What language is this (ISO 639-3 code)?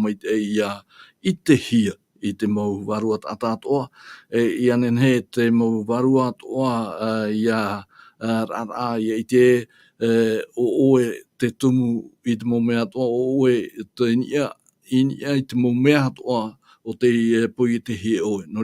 tah